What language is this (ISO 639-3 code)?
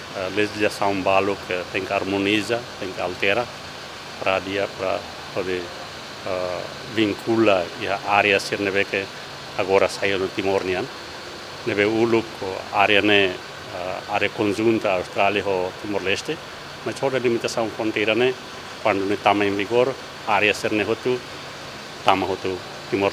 tet